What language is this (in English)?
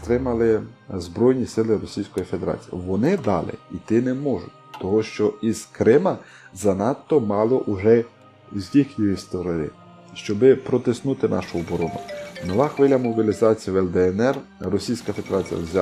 Ukrainian